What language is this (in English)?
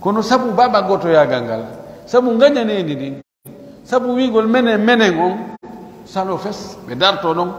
Pular